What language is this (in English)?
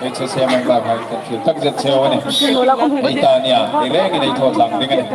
Hmar